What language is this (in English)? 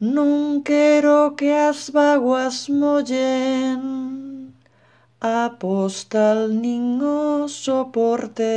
Galician